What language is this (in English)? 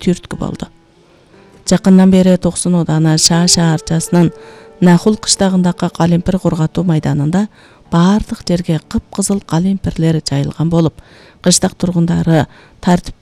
Kyrgyz